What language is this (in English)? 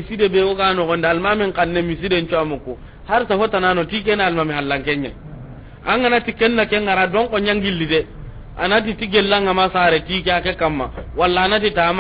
Soninke